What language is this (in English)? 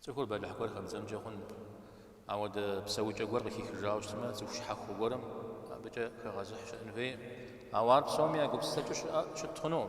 Kabardian